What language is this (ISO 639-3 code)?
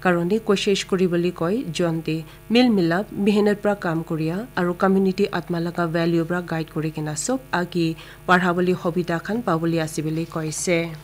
nag